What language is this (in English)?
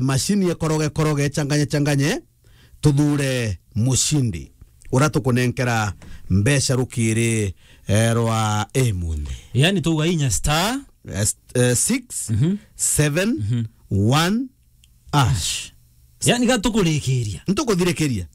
Meru